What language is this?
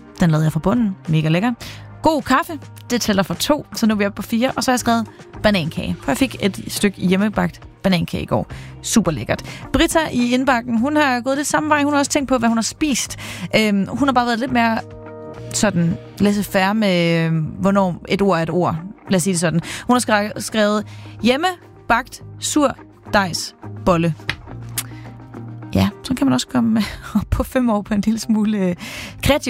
Danish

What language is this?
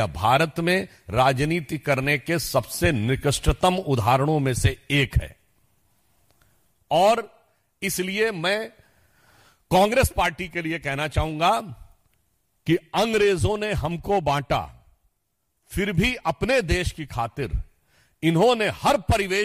Hindi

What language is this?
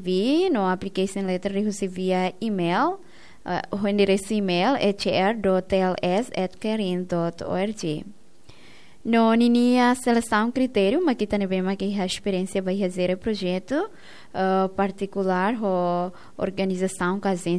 Tetum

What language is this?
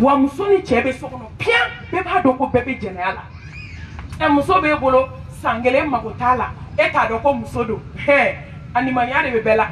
Bambara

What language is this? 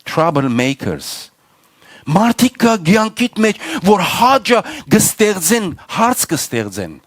Western Armenian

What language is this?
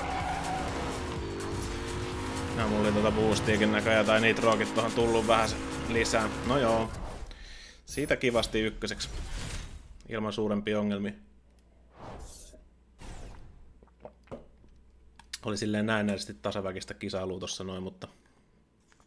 Finnish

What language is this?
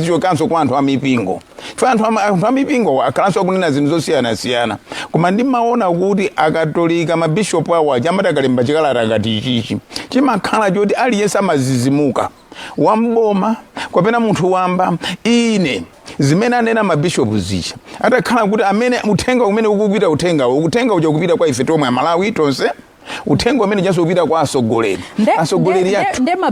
Nyanja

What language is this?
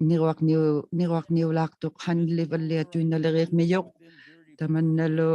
Inuktitut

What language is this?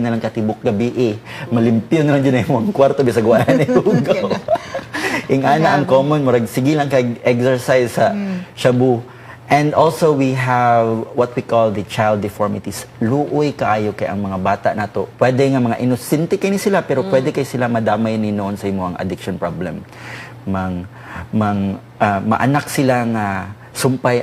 Cebuano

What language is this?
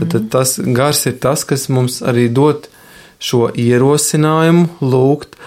Latvian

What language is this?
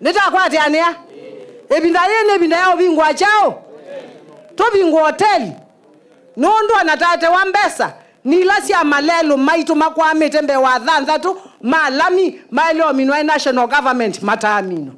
Kamba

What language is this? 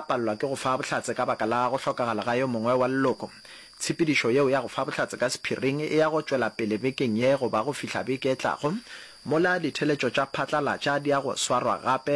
Northern Sotho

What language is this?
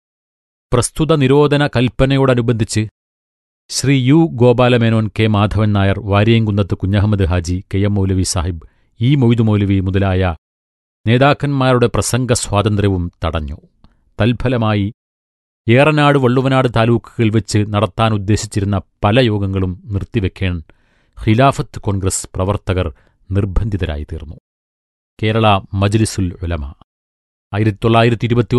Malayalam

